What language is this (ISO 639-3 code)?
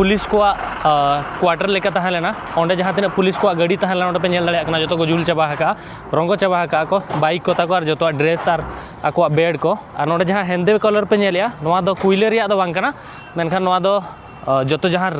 sat